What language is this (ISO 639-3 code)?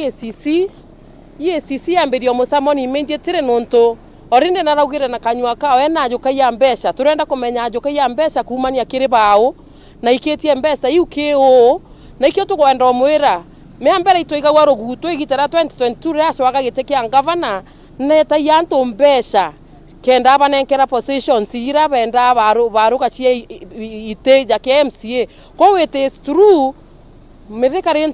mer